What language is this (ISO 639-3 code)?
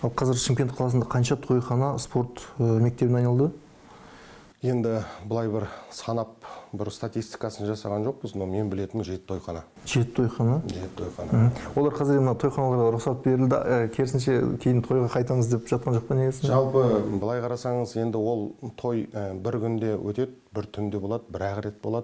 kaz